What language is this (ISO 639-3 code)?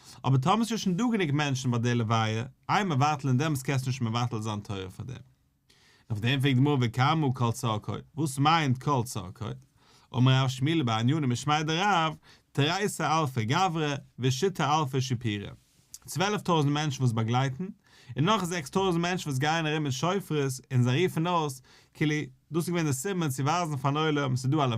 yid